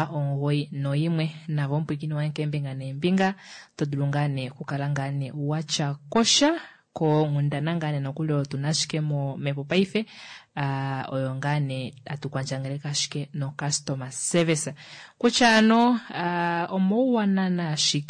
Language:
Kuanyama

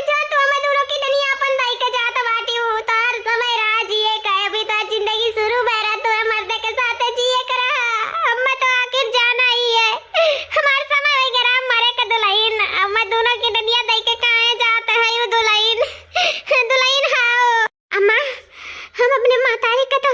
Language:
Awadhi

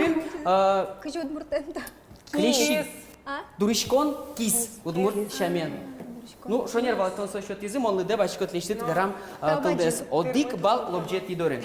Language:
Udmurt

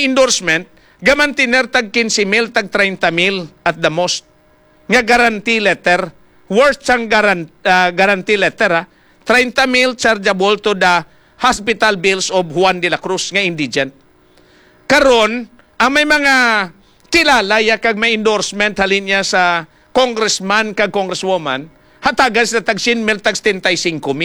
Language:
Hiligaynon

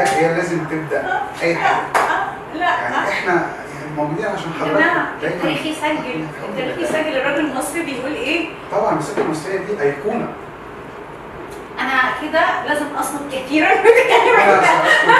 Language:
Egyptian Arabic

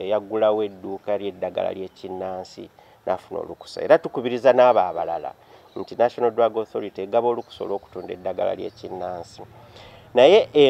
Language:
Ganda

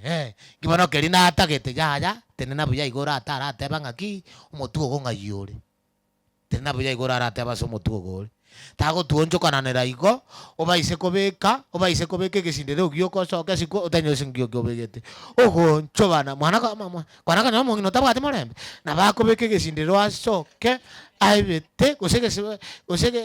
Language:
Gusii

